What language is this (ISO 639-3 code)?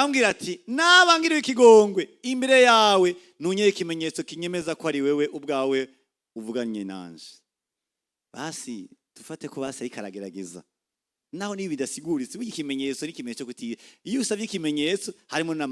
run